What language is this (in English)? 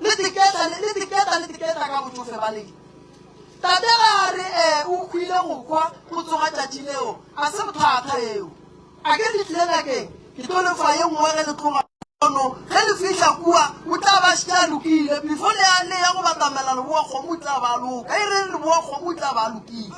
Northern Sotho